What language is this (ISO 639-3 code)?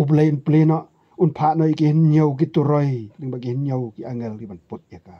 kha